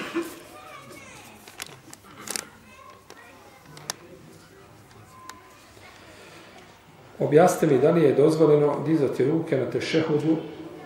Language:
Bosnian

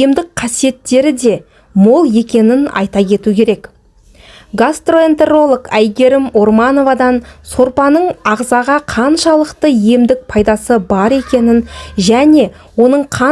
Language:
Kazakh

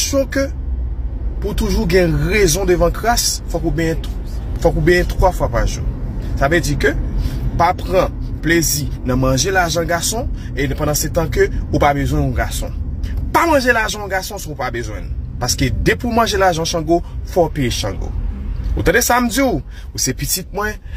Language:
Haitian Creole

